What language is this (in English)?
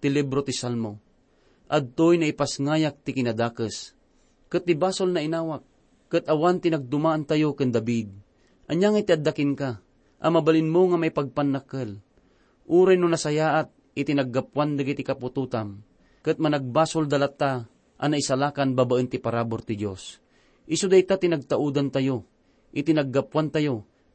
Iloko